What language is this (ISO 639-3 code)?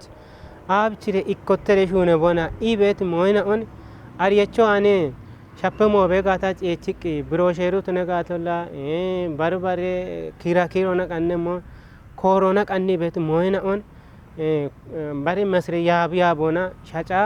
kbr